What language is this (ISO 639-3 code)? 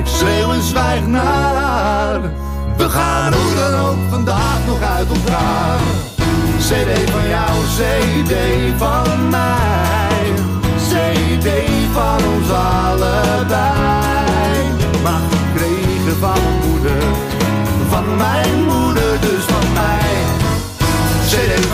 nld